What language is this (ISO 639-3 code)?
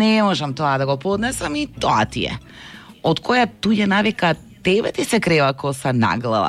mkd